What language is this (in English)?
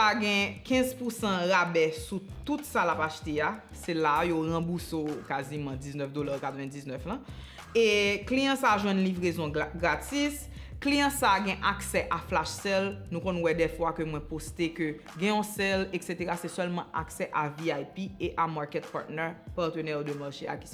Haitian Creole